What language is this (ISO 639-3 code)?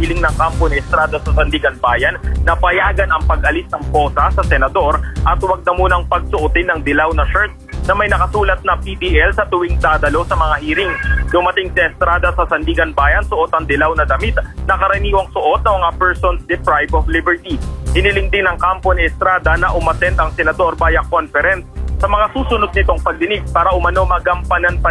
fil